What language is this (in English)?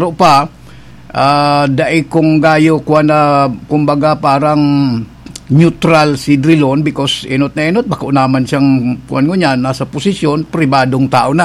Bikol